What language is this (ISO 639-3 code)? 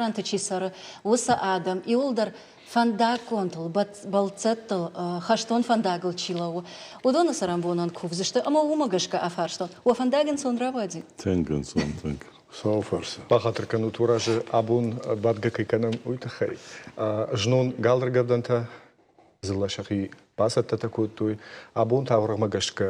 oss